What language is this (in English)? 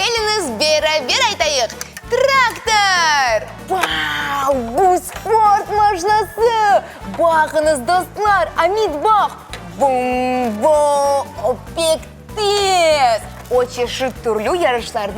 Crimean Tatar